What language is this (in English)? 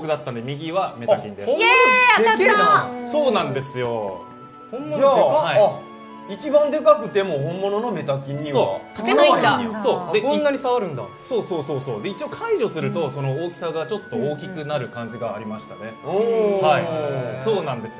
Japanese